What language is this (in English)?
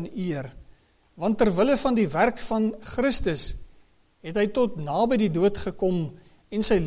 Afrikaans